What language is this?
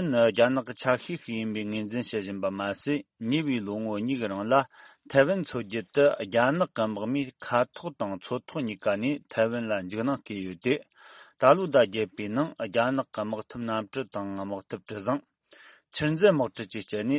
Tibetan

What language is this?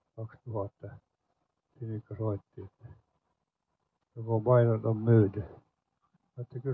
Finnish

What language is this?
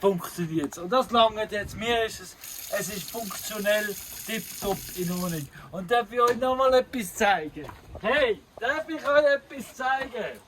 Swiss German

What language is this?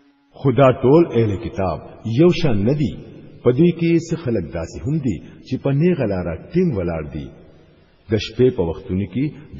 Pashto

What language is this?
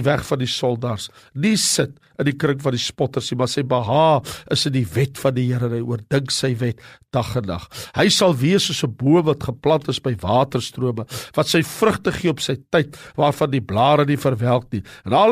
Afrikaans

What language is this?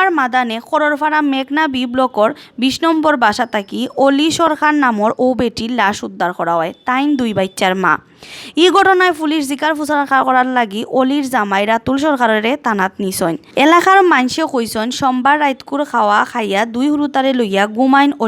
Sylheti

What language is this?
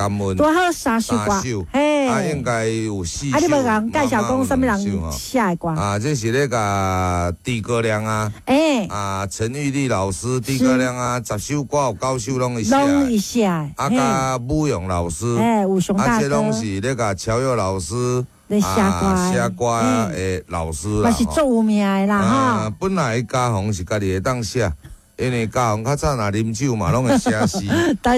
Min Nan Chinese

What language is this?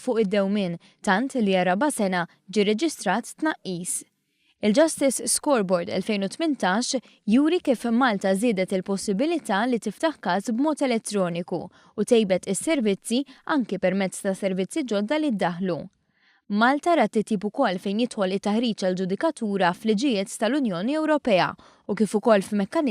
Maltese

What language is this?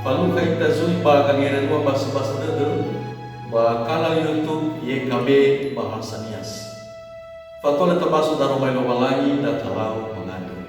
Nias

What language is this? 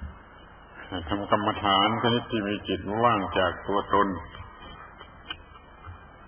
Thai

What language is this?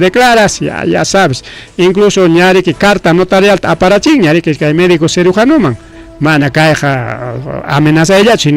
Ayacucho Quechua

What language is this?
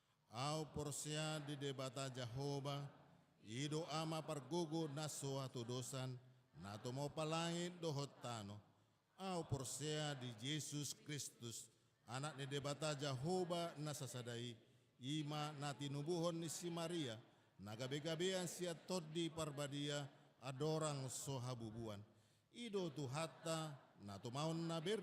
Batak Toba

